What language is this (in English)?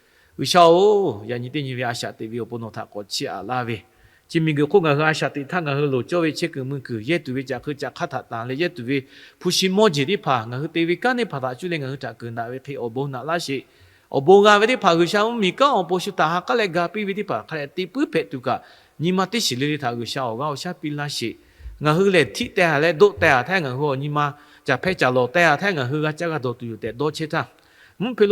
Lahu